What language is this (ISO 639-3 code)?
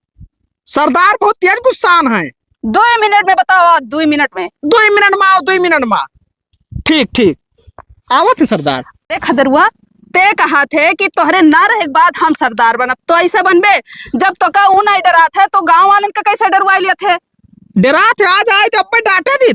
awa